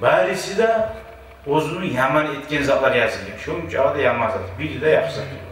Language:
Kumyk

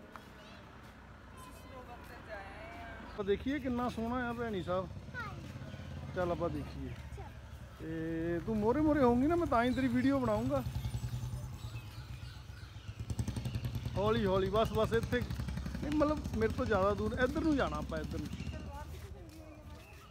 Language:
Punjabi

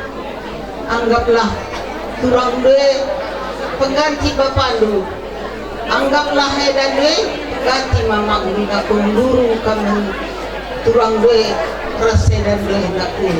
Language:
Batak Karo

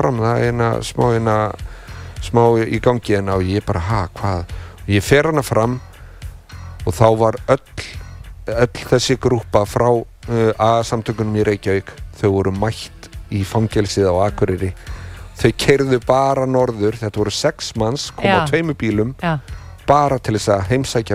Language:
Icelandic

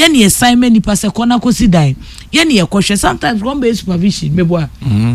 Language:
Akan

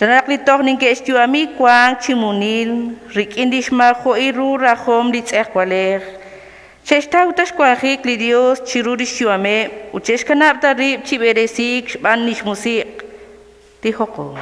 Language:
Kekchí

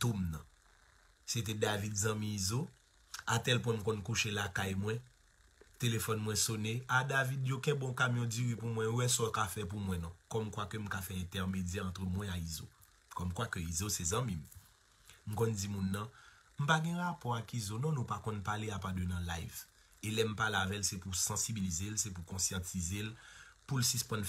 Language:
Haitian Creole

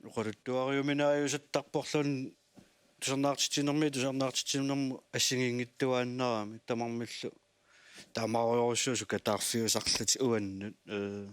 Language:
Kalaallisut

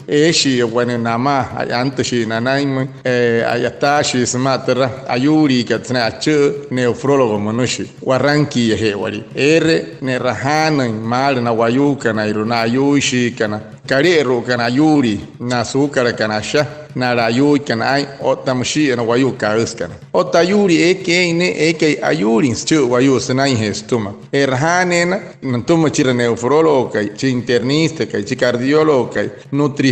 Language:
Wayuu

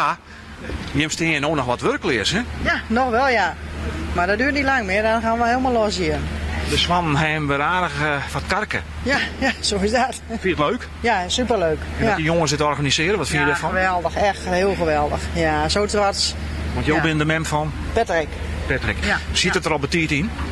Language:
Western Frisian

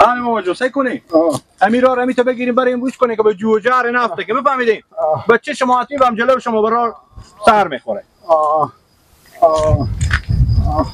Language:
Persian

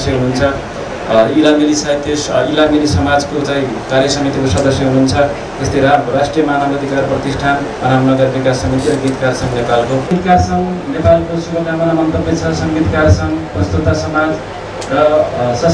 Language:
Nepali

